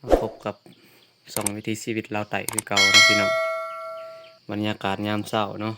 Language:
Lao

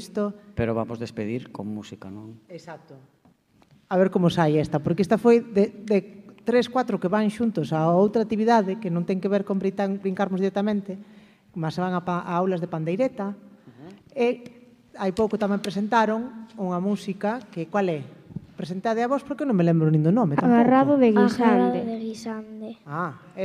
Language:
Galician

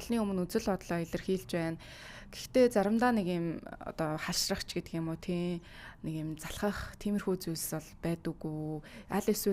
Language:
Mongolian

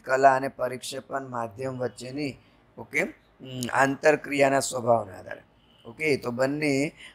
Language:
Gujarati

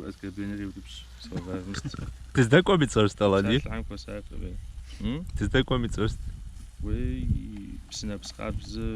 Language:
Kabardian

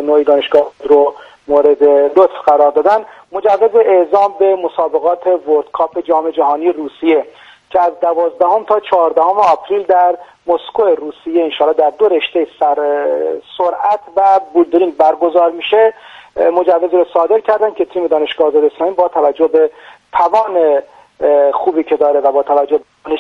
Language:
Persian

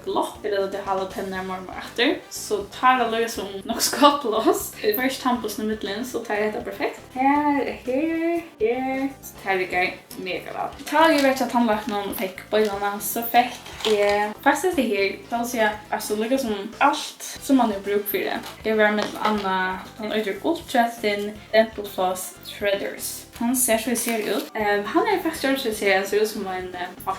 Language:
Faroese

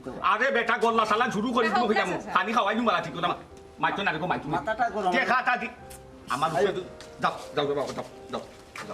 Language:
Sylheti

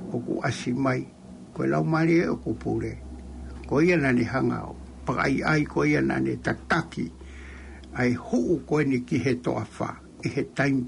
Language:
Tongan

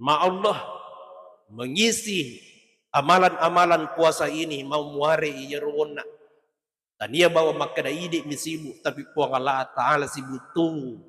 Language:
Buginese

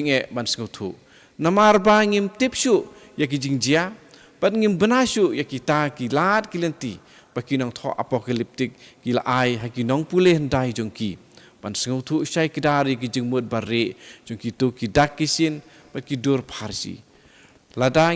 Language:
Khasi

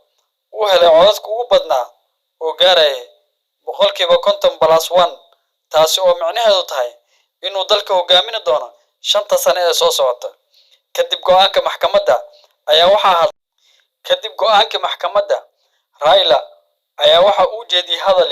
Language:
Somali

